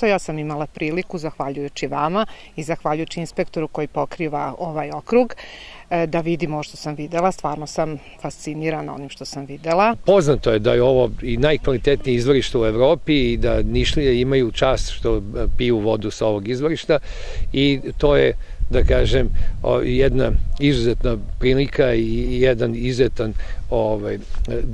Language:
Serbian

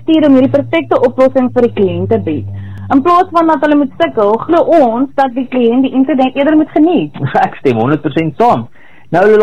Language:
Afrikaans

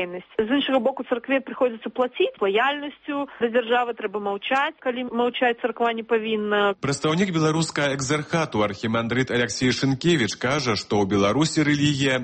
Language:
Belarusian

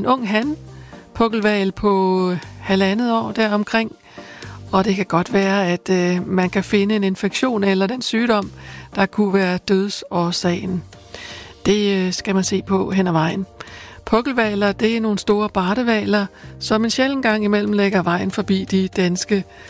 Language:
Danish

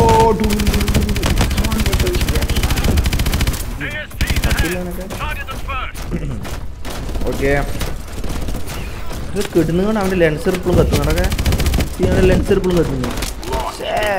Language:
Malayalam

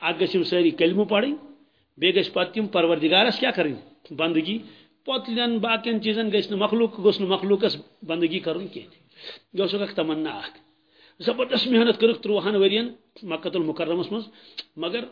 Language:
Kashmiri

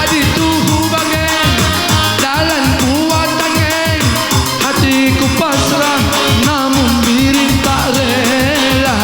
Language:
Batak Karo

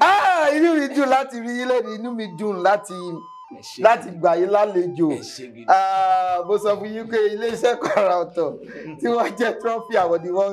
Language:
Yoruba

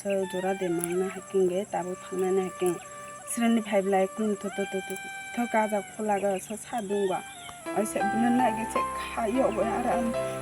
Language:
Kok Borok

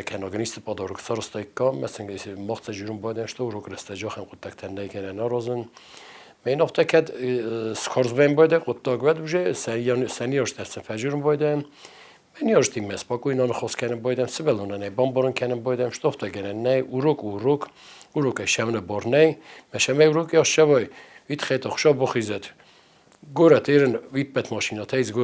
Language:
Ossetic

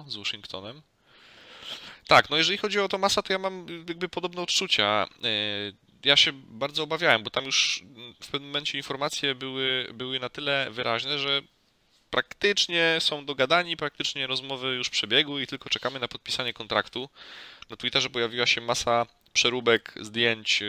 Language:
Polish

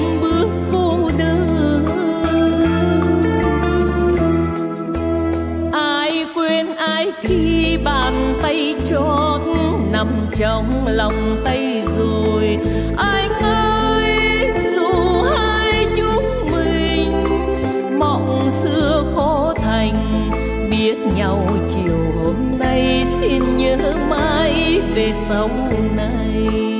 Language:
Vietnamese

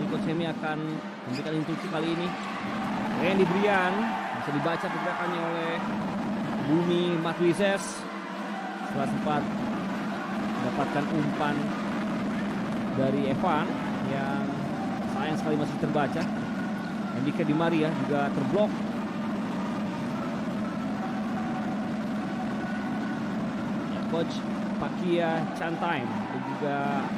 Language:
Indonesian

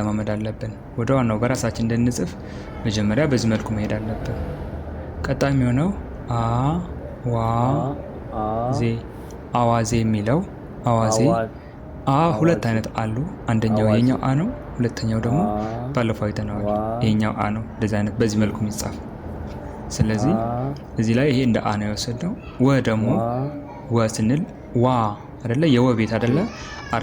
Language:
Amharic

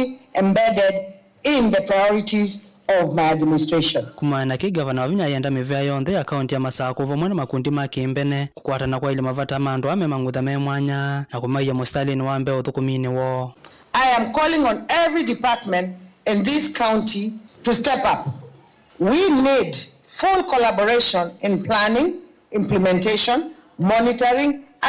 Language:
Kamba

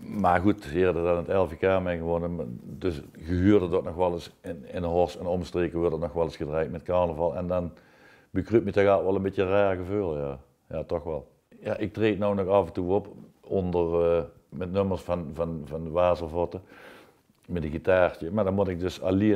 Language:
Limburgish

